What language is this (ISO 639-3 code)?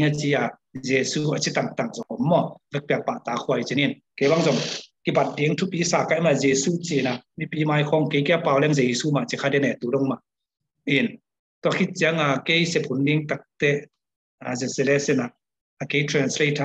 ctd